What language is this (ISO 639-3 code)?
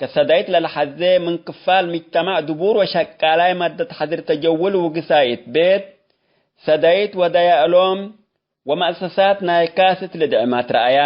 tig